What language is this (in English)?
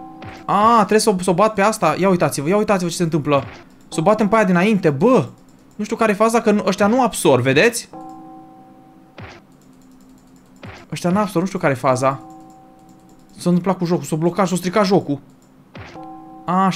Romanian